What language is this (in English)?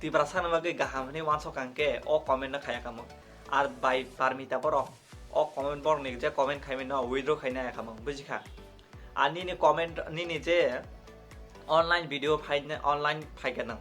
Kok Borok